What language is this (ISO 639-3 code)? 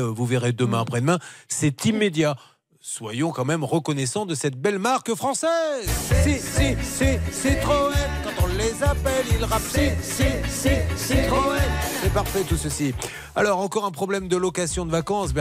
fra